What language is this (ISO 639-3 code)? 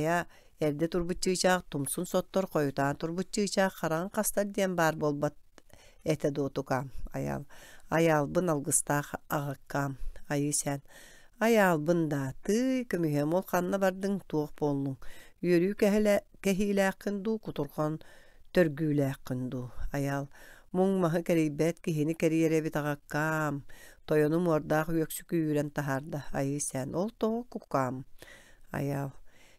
sah